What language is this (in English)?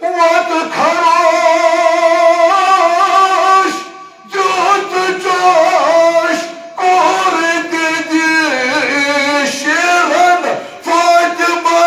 Kashmiri